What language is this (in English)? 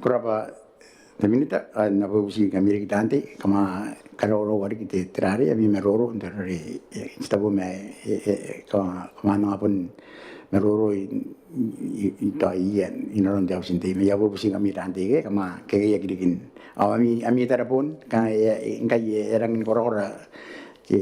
Gilbertese